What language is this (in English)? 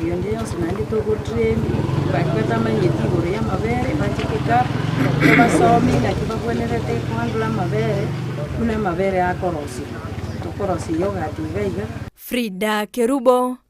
Gusii